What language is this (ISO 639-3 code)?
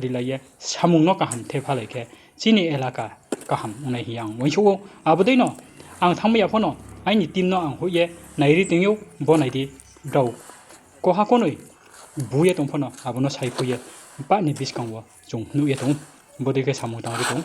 ria